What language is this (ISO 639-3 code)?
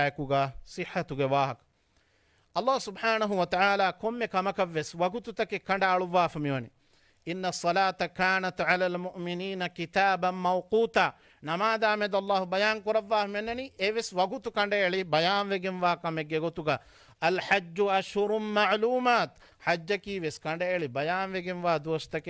div